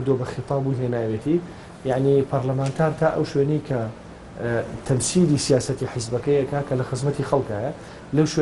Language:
Central Kurdish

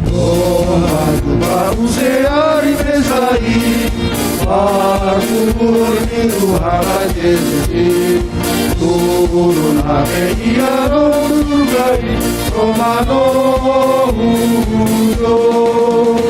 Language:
Batak Simalungun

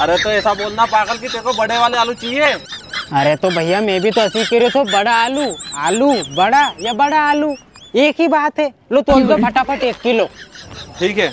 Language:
Rajasthani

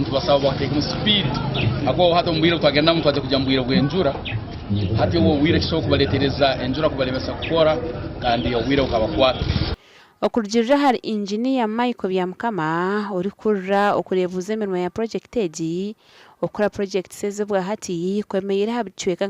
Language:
Nyankole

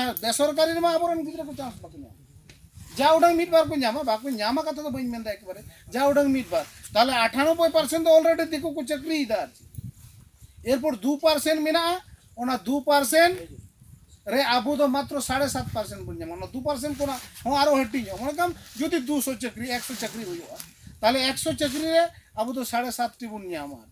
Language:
Santali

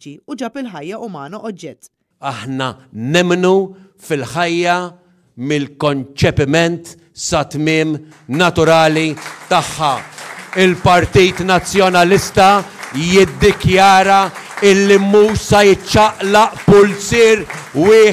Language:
Maltese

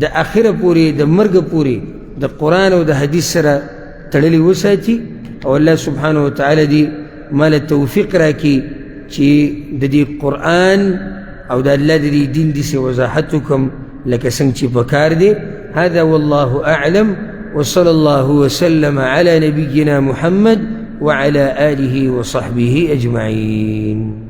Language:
Pashto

